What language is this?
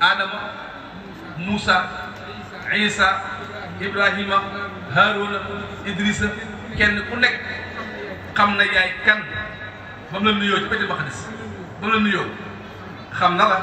Wolof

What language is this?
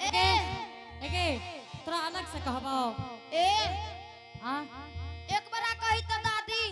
Angika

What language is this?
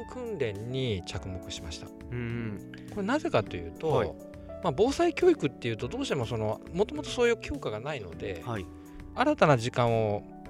Japanese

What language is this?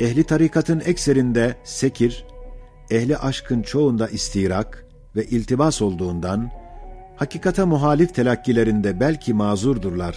Ottoman Turkish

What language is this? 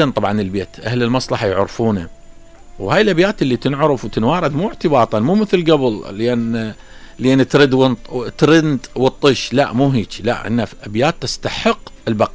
Mesopotamian Arabic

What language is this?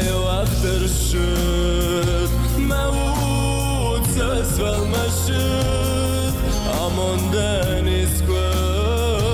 Ossetic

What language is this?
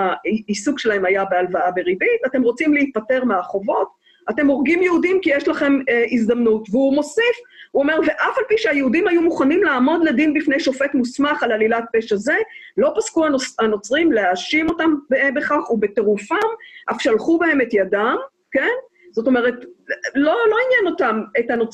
Hebrew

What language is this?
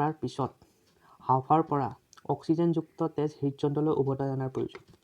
Assamese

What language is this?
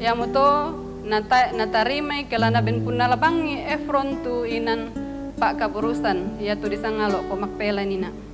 Toraja-Sa'dan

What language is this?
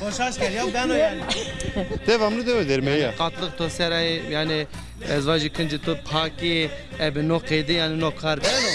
Zaza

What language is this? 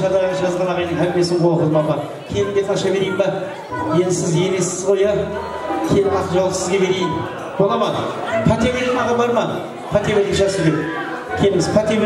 Kara-Kalpak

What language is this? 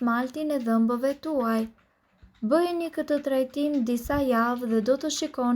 Albanian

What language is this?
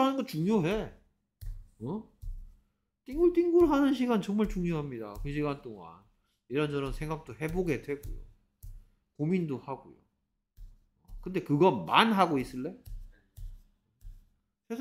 Korean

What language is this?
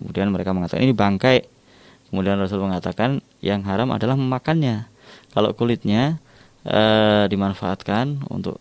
Indonesian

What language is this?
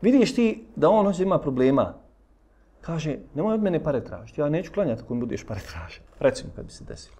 Bosnian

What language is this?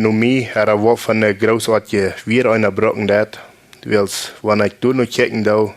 Plautdietsch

